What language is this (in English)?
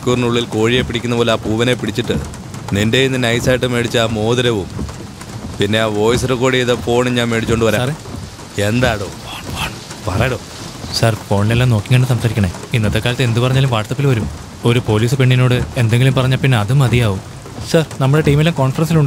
Malayalam